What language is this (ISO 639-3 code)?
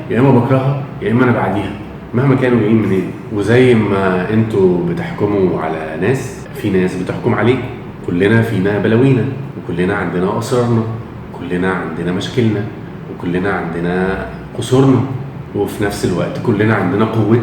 arz